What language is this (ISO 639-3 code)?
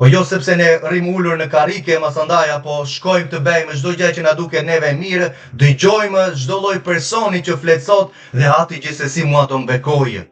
sqi